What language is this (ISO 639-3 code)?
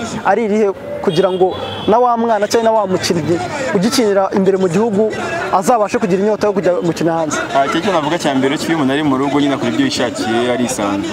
kin